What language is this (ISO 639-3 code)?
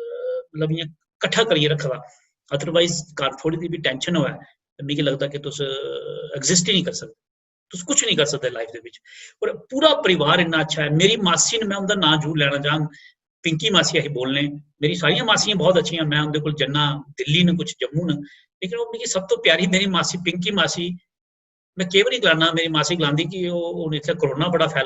doi